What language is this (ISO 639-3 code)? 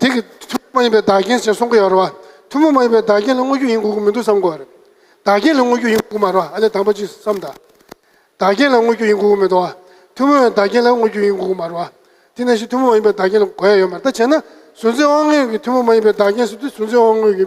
bod